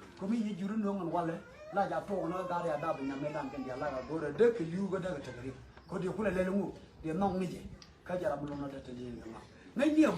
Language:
Nuer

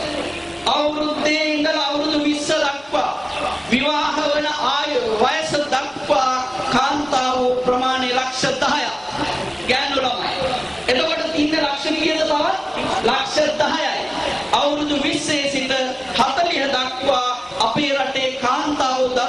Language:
Sinhala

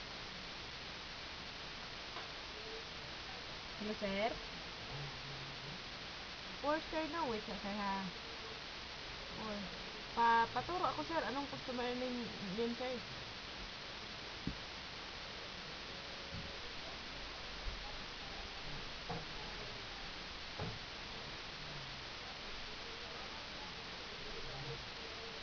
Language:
Filipino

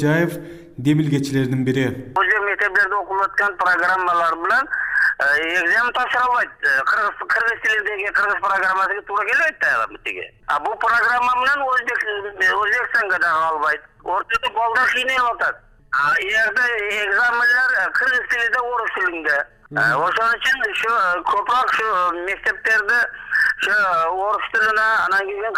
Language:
Kyrgyz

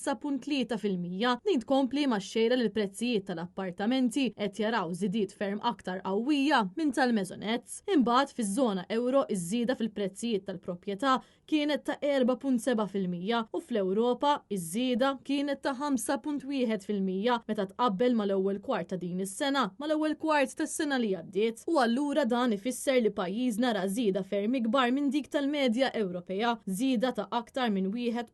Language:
Maltese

